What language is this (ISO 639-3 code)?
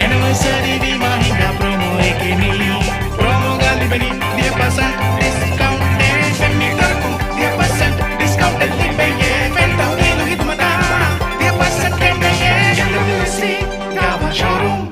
div